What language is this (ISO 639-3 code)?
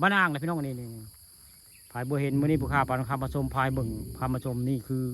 tts